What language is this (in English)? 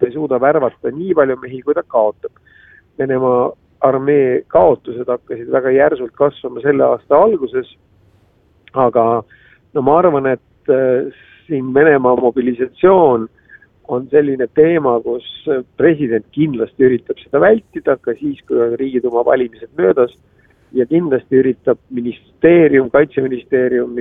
Estonian